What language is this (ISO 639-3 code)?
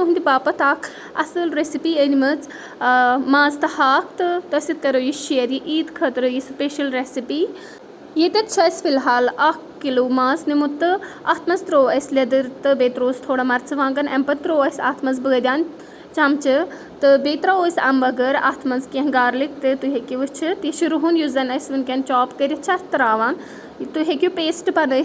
kas